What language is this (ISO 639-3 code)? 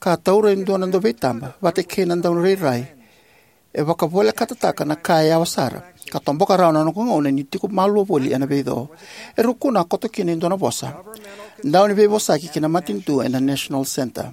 fij